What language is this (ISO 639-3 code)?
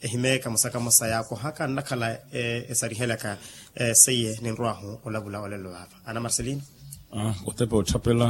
vmw